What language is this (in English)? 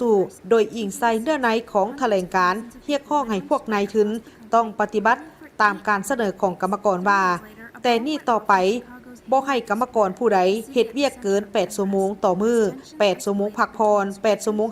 Lao